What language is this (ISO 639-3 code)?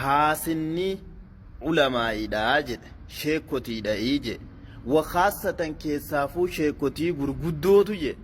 orm